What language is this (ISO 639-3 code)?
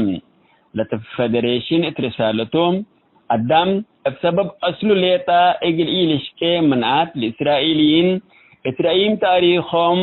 tig